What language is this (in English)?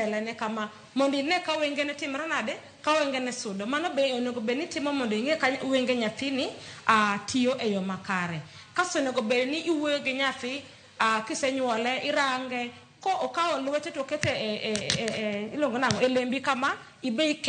Luo (Kenya and Tanzania)